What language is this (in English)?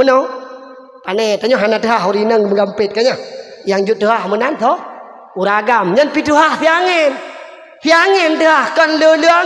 Achinese